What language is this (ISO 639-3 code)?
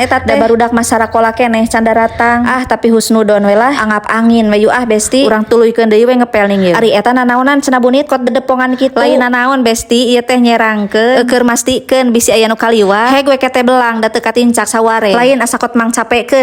sun